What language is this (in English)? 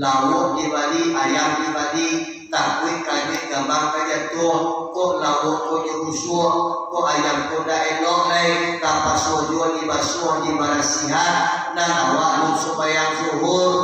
Minangkabau